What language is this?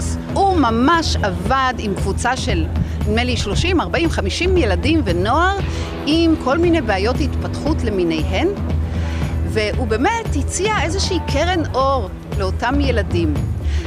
Hebrew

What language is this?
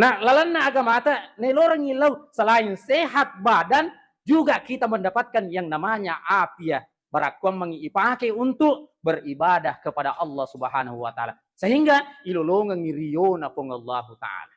Buginese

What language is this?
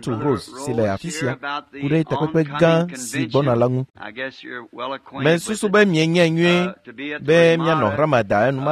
Ewe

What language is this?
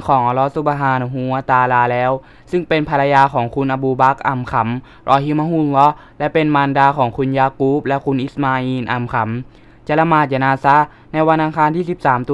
Thai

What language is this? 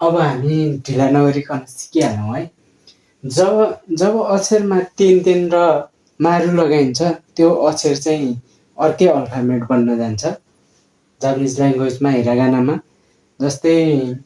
Nepali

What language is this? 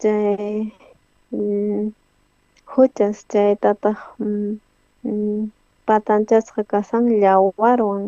South Bolivian Quechua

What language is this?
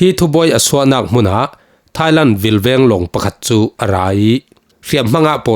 Falam Chin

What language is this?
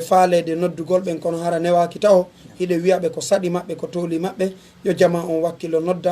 Fula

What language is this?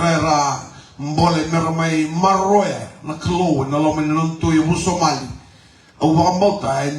Fijian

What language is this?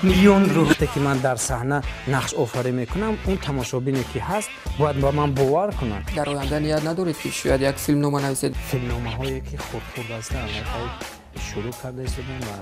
Tajik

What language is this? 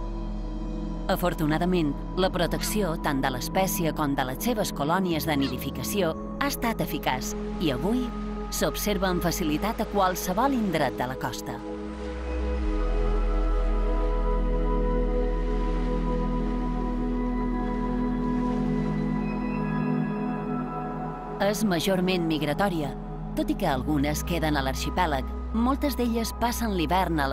Catalan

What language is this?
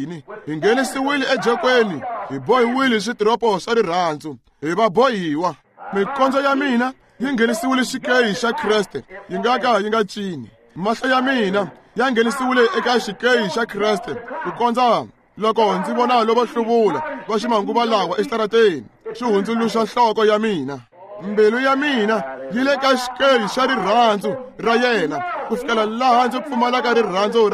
Tsonga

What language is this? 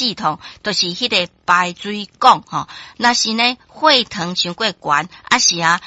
Min Nan Chinese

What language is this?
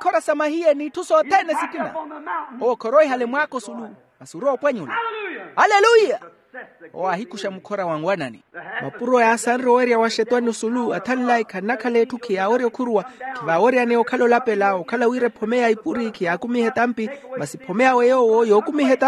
Makhuwa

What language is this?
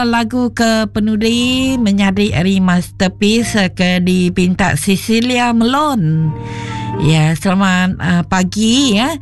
Iban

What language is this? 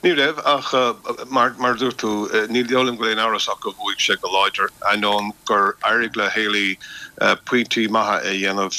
Irish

